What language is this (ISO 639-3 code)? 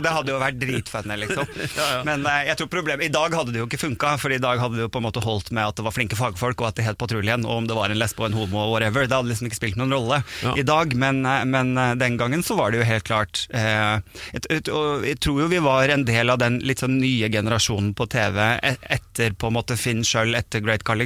nor